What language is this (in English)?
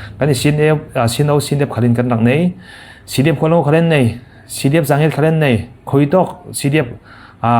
Falam Chin